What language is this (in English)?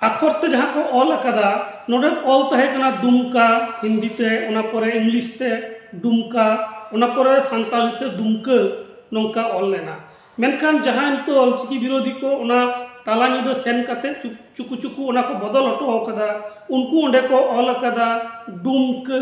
Santali